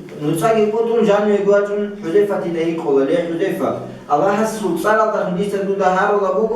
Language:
Avaric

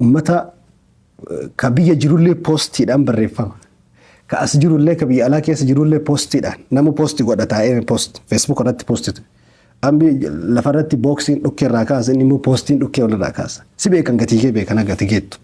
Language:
Oromo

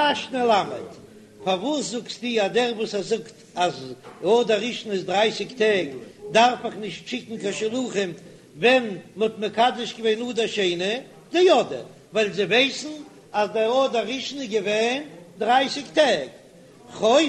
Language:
Yiddish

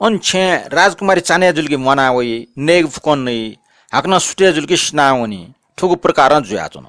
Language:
Newari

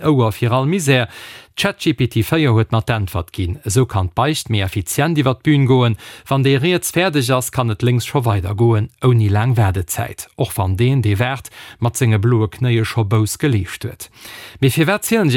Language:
Luxembourgish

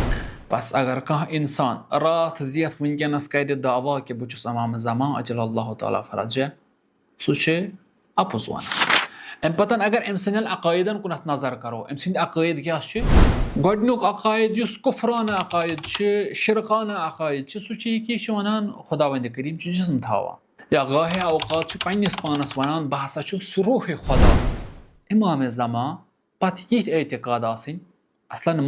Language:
Kashmiri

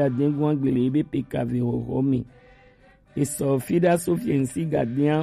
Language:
Gen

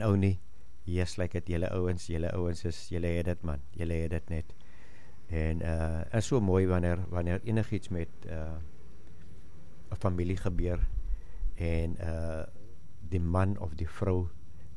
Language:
Afrikaans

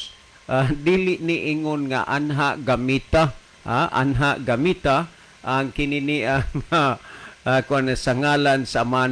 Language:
Cebuano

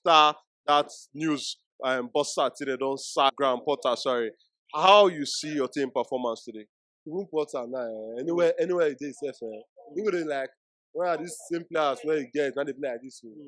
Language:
Nigerian Pidgin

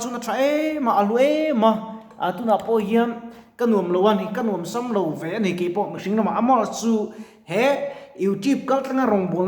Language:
Mizo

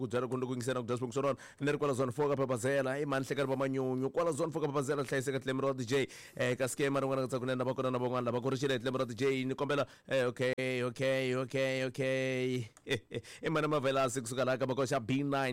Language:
Tsonga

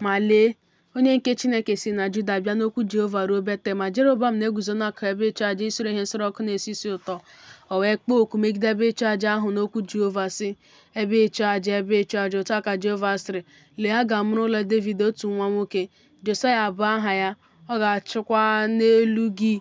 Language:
Igbo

